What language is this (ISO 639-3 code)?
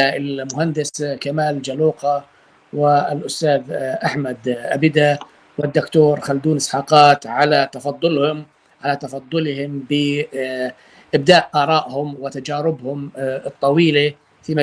apc